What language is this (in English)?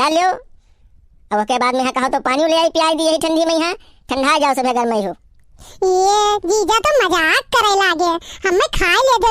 Awadhi